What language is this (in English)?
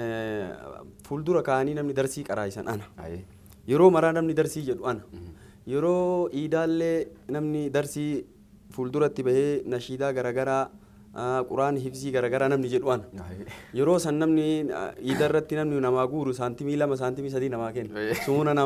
Oromo